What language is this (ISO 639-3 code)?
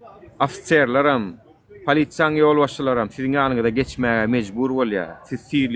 tuk